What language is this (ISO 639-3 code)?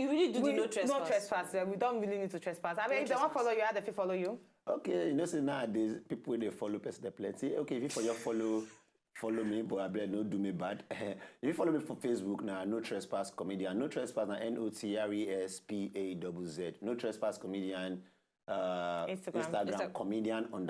pcm